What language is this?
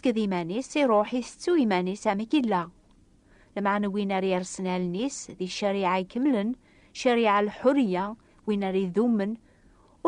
Kabyle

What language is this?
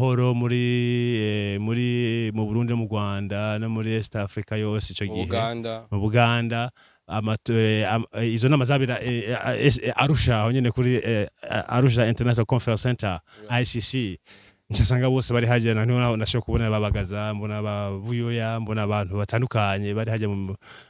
Rundi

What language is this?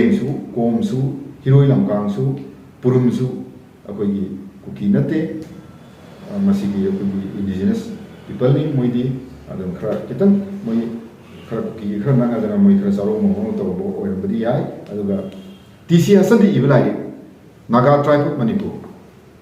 Manipuri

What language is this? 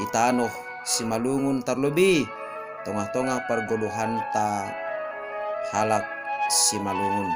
Batak Simalungun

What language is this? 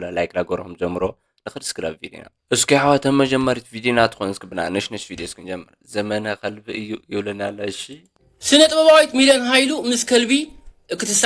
Tigrinya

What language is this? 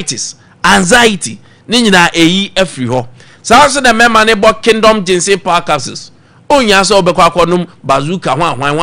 Akan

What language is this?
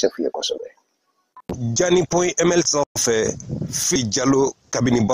Bambara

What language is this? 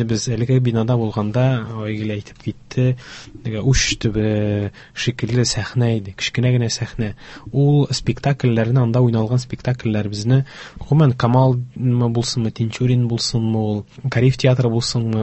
Tatar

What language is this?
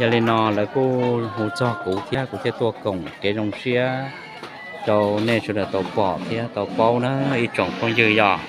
Hmong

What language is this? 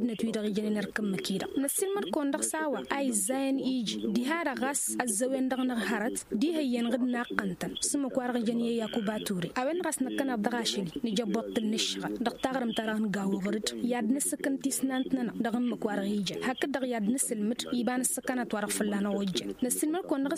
Tamasheq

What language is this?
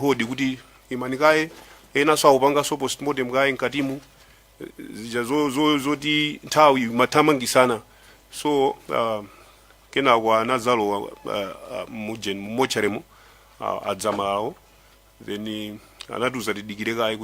Nyanja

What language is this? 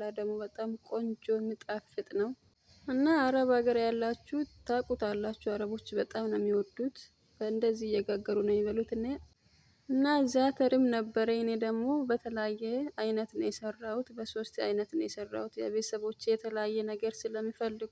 Amharic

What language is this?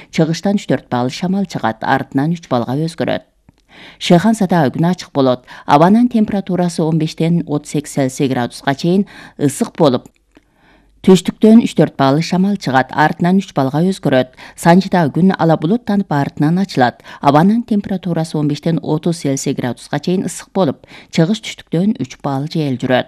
Kyrgyz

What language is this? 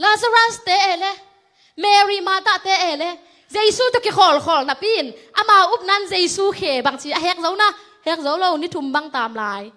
Tedim Chin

